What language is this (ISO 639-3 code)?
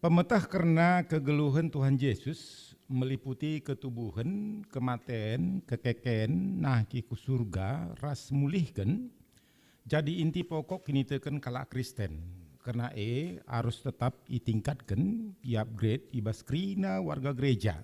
btx